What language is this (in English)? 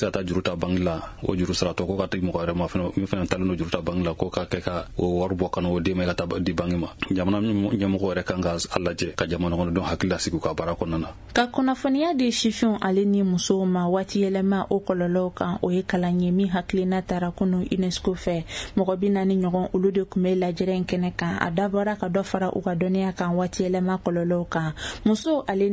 Bambara